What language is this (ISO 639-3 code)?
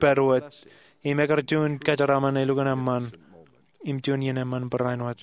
mah